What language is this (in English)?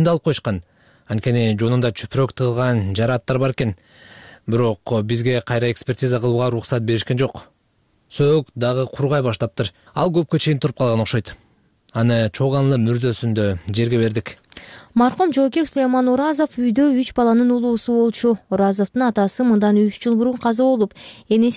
Kyrgyz